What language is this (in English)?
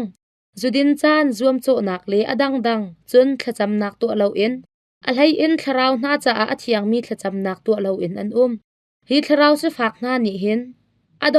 Hakha Chin